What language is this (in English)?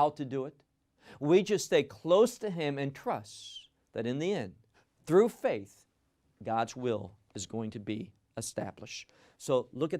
English